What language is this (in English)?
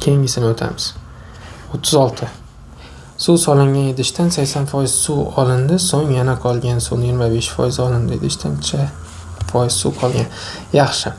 Uzbek